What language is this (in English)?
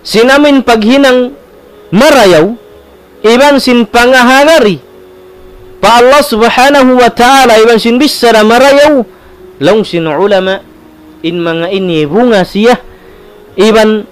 Tausug